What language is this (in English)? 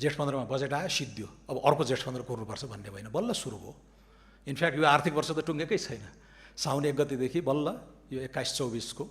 Nepali